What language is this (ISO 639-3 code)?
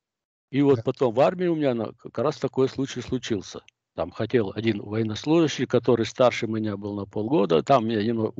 rus